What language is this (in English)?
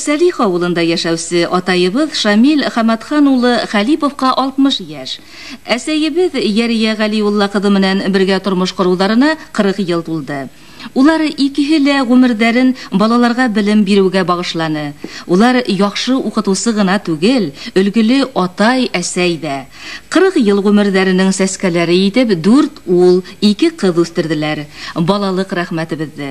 Bashkir